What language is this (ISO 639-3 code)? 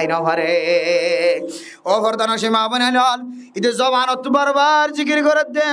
rhg